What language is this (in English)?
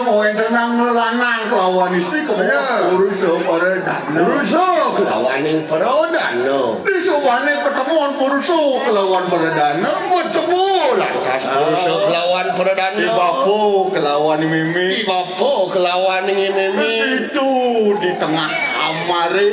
Balinese